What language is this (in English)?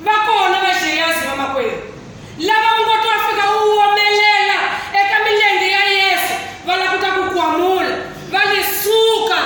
Tsonga